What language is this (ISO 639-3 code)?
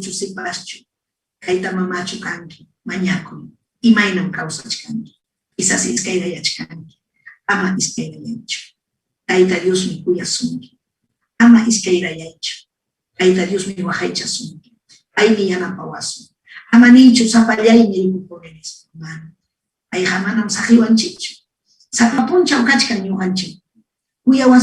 quy